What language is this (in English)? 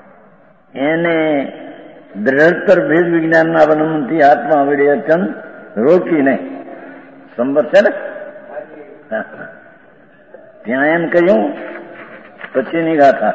Gujarati